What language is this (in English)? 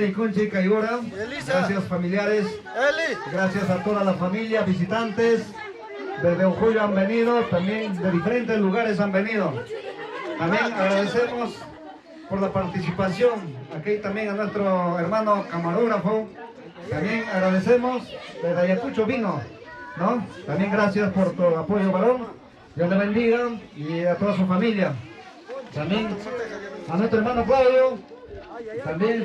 Ayacucho Quechua